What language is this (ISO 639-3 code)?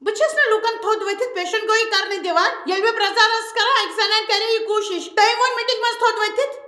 kas